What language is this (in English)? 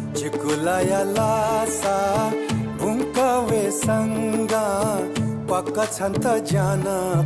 Newari